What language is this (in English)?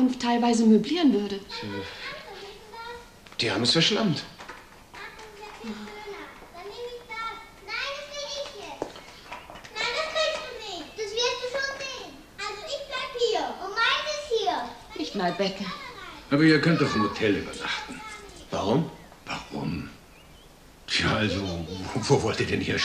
German